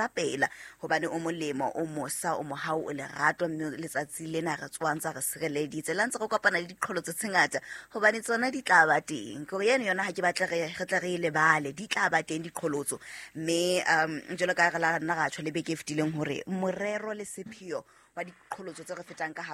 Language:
Southern Sotho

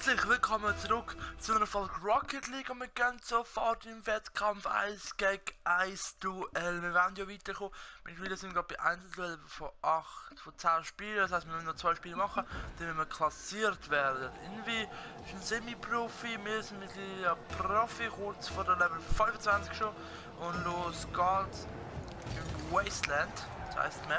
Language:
Swiss German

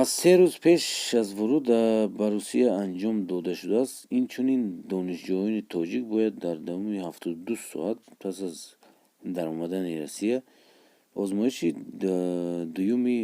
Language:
Tajik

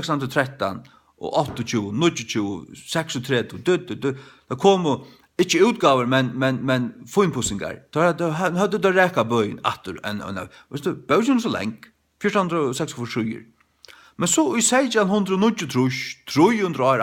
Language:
Faroese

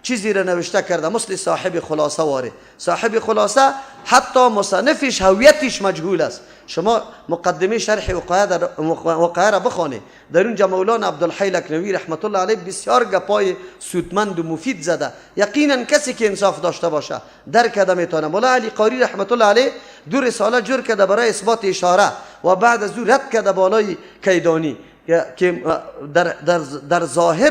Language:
Persian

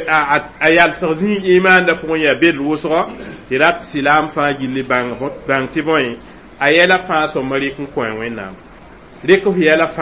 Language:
Mossi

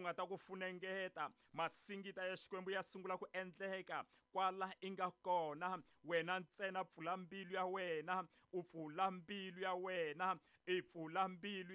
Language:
Tsonga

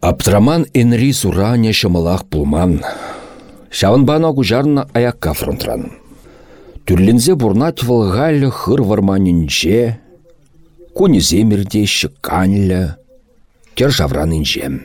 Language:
Chuvash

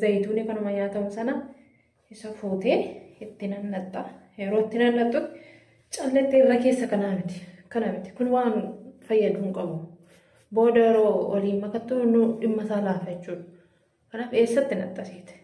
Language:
Oromo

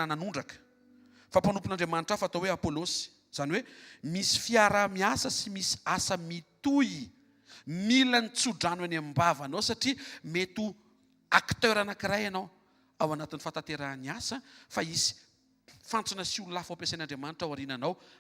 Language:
Malagasy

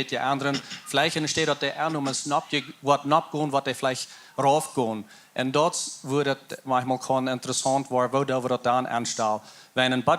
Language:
Plautdietsch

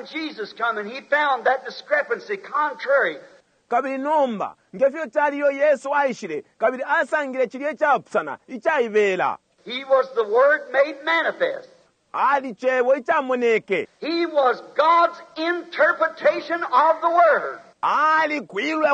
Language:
Bemba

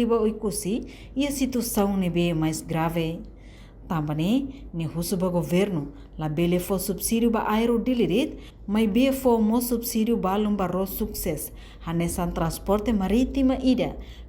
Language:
Tetum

